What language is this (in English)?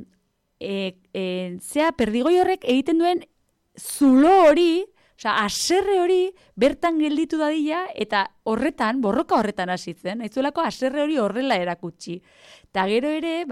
Basque